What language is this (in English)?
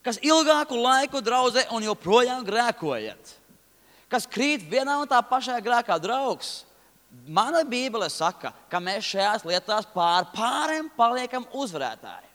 Latvian